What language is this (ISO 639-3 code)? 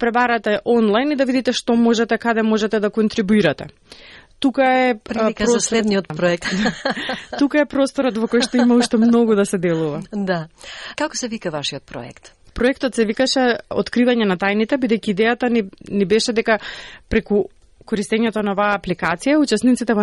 mkd